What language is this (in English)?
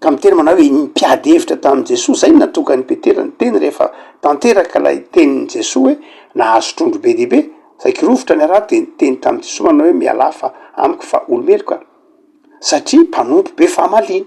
Malagasy